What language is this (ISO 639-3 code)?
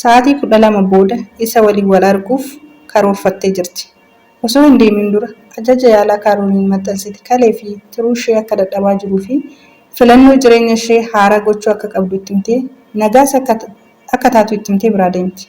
orm